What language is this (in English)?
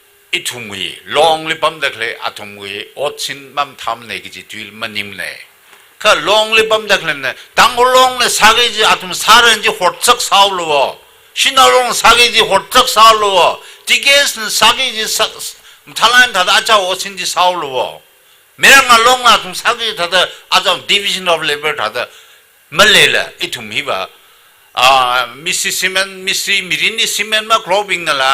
Tangkhul Naga (India)